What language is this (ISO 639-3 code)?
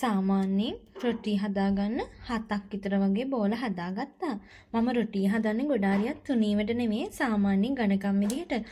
sin